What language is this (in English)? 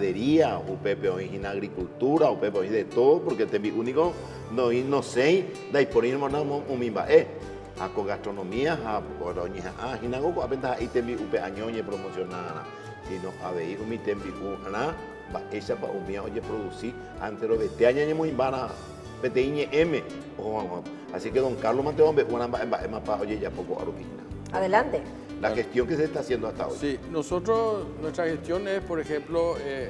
Guarani